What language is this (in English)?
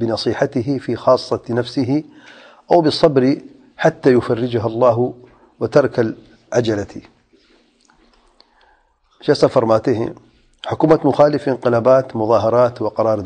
Urdu